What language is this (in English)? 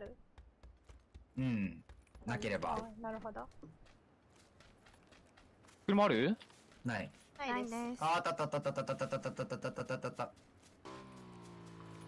Japanese